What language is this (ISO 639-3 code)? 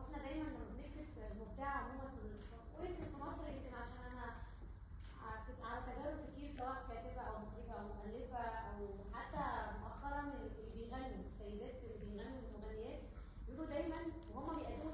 arz